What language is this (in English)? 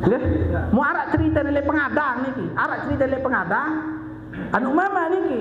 Sasak